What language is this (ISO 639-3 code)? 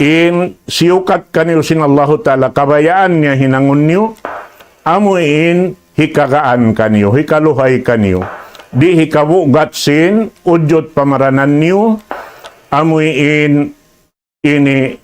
tsg